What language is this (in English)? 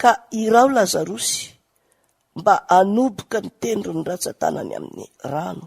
Malagasy